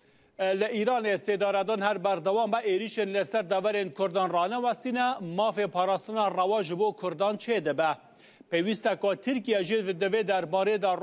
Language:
Kurdish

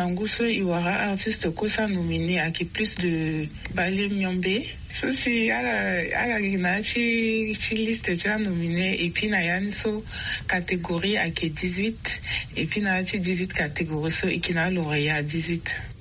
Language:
Sango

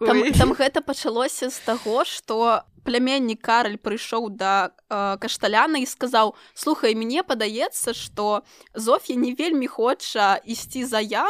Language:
Belarusian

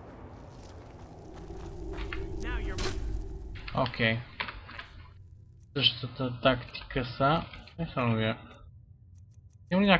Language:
Bulgarian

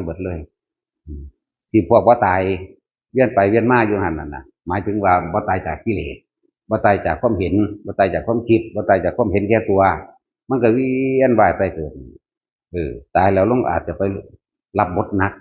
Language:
Northeastern Thai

